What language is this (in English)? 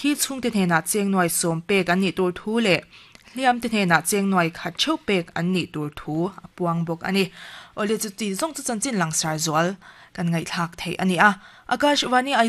Mizo